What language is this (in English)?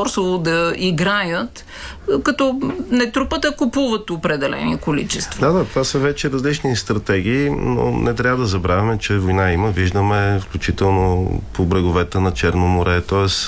Bulgarian